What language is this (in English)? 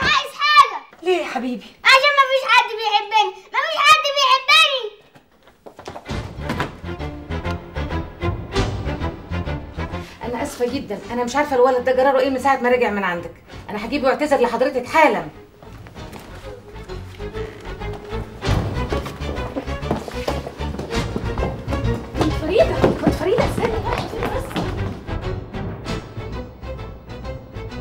Egyptian Arabic